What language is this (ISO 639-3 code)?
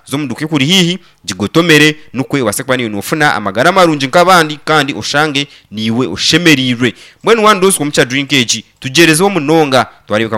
nyn